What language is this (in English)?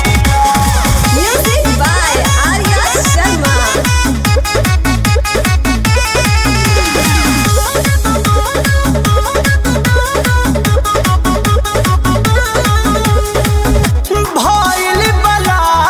Bhojpuri